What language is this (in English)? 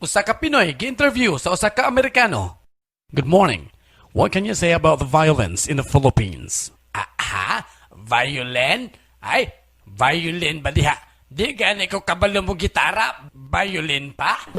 Cebuano